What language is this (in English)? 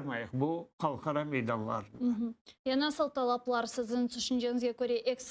Crimean Tatar